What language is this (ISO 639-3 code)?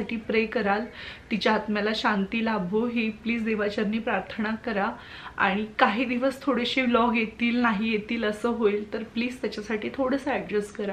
mar